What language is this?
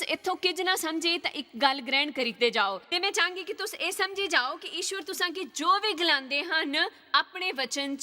Dogri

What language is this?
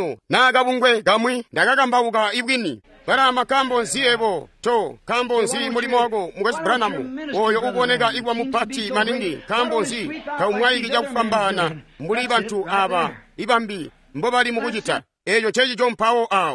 Tonga (Zambia)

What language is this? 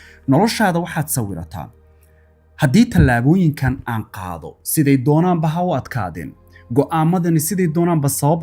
Somali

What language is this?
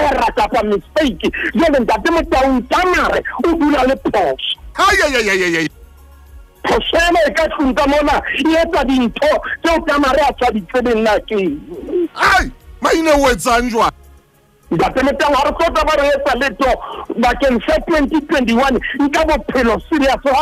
Southern Sotho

